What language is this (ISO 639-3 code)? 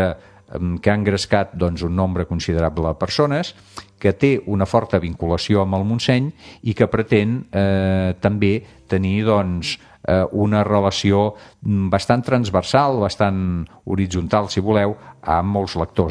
cat